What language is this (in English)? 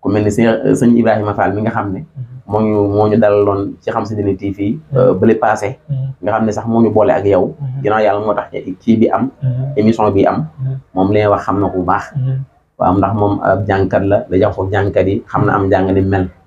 Wolof